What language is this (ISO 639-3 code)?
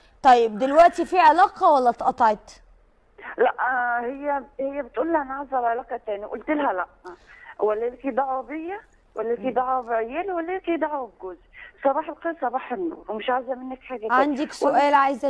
arz